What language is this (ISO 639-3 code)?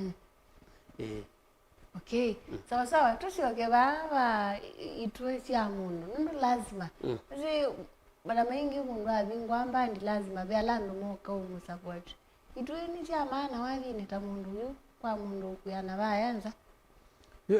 kam